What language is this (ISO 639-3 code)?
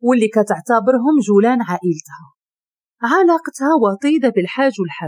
ary